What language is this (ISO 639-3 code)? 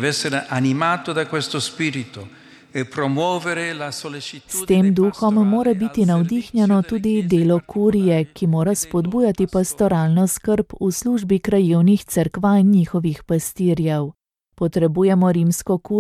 slv